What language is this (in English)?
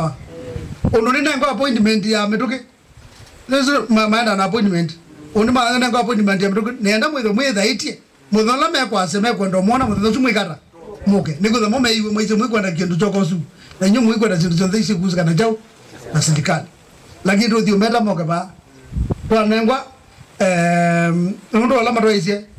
Kamba